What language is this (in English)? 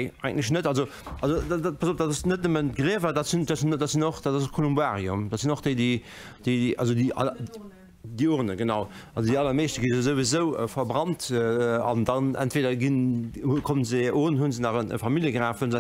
Luxembourgish